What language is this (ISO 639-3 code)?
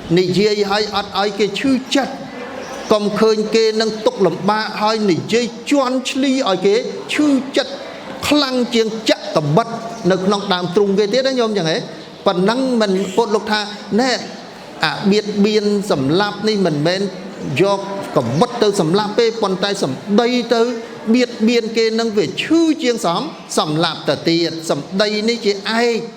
khm